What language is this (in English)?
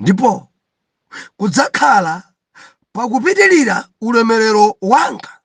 Nyanja